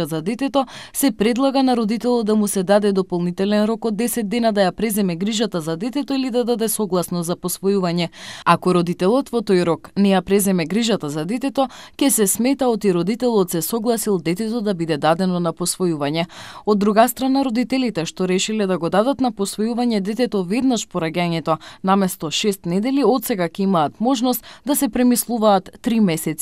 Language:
Macedonian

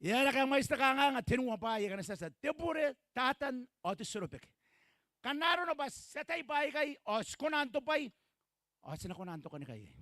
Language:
Gilbertese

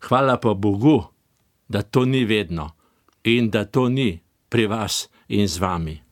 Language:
Slovenian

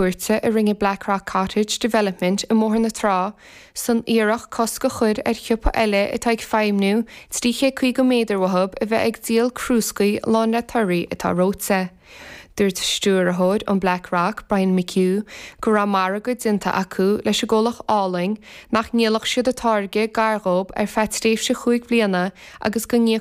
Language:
Irish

